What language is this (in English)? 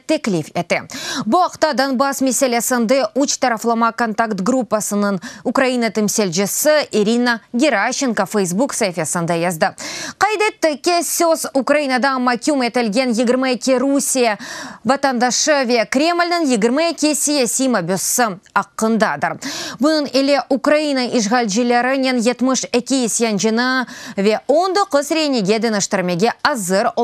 Crimean Tatar